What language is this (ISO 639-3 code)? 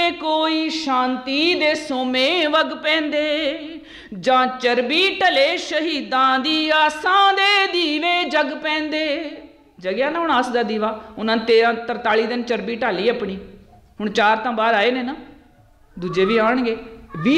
pan